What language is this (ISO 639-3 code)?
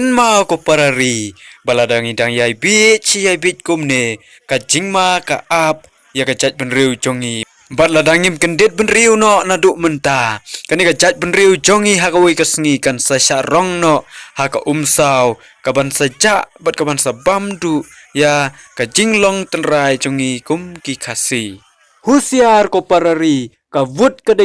kha